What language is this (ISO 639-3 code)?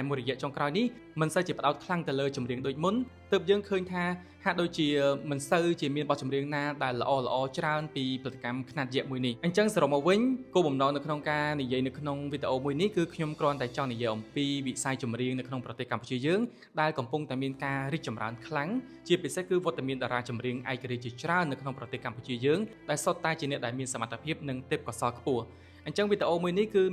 khm